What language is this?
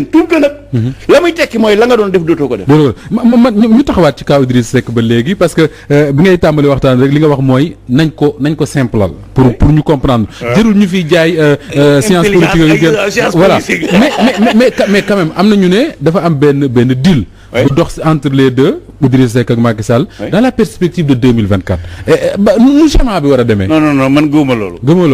Wolof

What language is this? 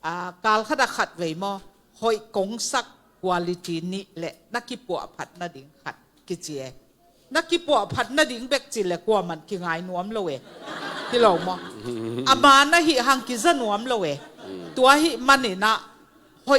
Tedim Chin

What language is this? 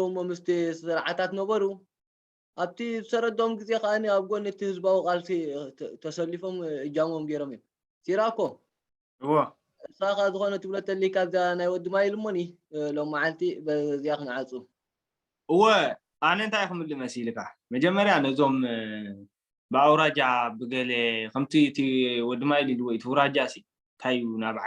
Tigrinya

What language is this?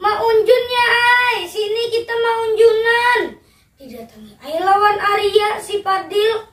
Banjar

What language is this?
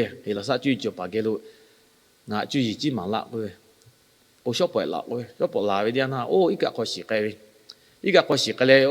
Lahu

